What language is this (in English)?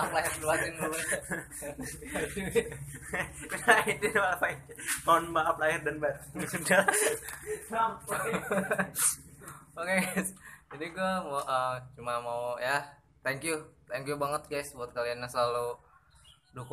Indonesian